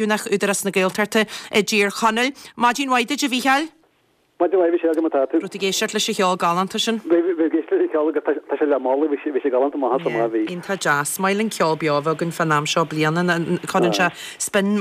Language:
Irish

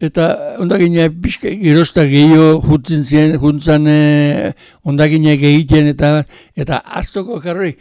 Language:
Basque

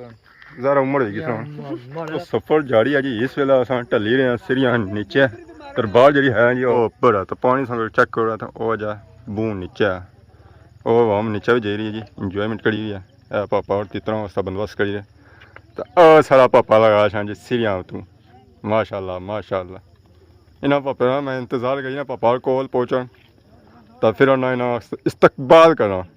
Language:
Pahari-Potwari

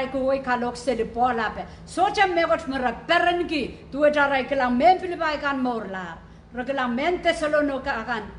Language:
Pohnpeian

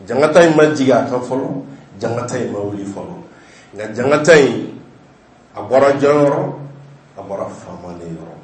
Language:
Bambara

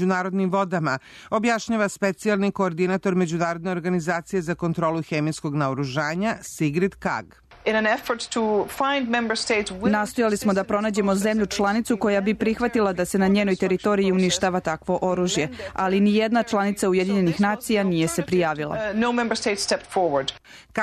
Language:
Serbian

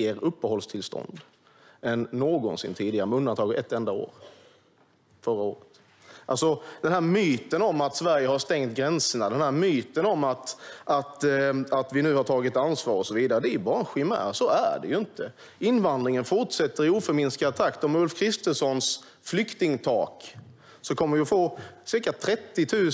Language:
Swedish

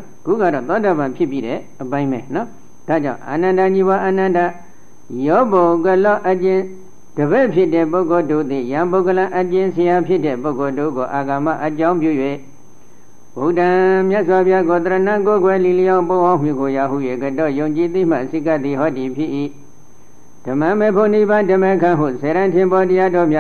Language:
Burmese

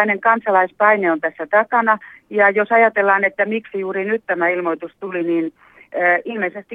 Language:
Finnish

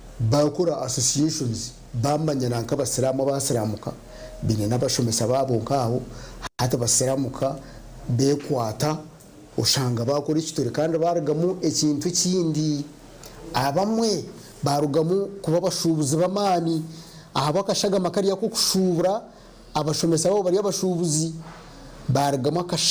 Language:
Nyankole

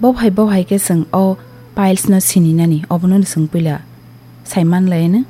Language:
Kok Borok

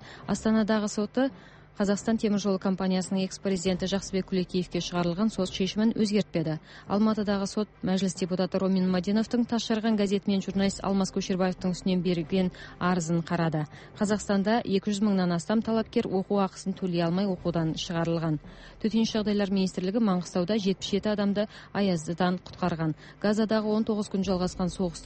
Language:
Kazakh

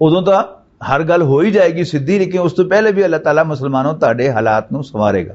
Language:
Western Panjabi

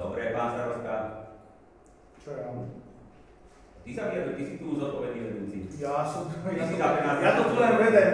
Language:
Slovak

